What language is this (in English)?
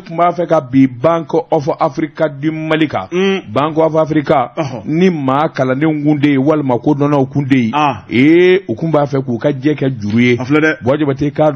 Bambara